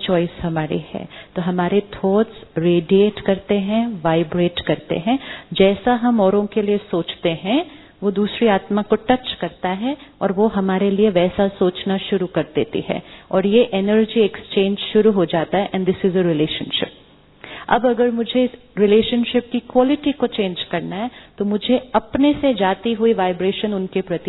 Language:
Hindi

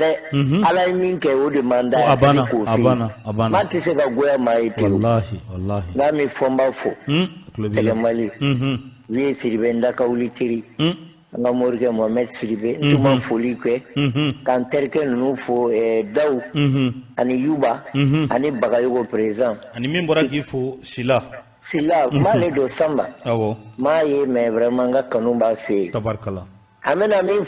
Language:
Bambara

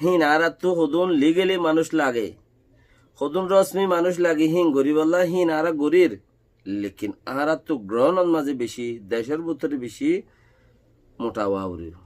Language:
Rohingya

